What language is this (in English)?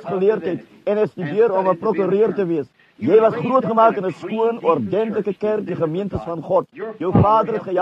Afrikaans